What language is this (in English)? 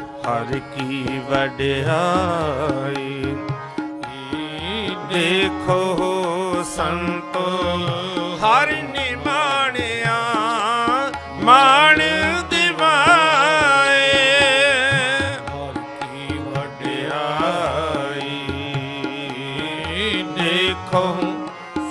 Punjabi